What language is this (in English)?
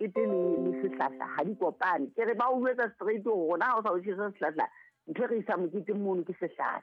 Southern Sotho